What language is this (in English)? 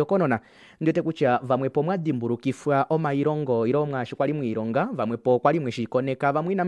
Kuanyama